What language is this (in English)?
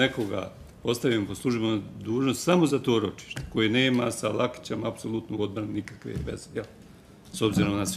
Bosnian